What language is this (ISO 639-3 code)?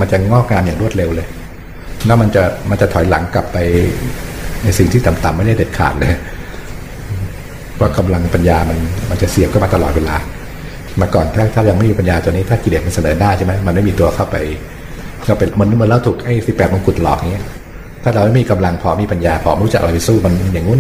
tha